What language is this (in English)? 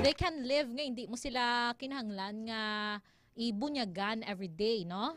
Hiligaynon